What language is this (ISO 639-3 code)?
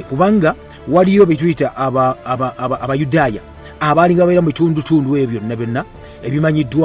lug